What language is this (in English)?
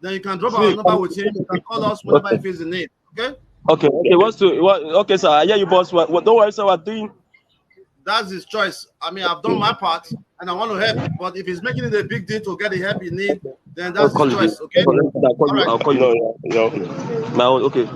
Nigerian Pidgin